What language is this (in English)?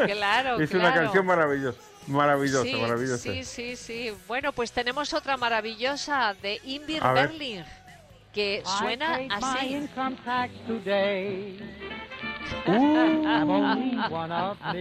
Spanish